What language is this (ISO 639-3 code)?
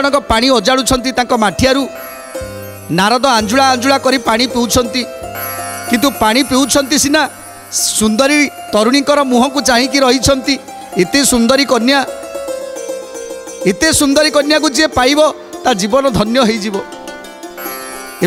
ori